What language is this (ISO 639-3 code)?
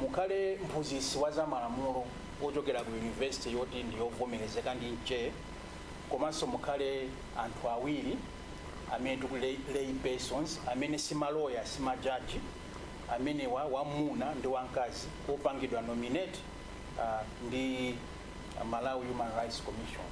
nya